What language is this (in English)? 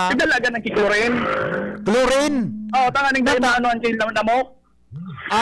Bikol